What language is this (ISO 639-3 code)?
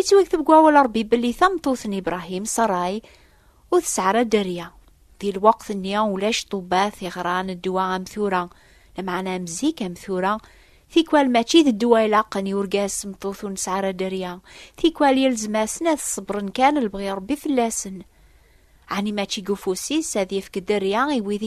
kab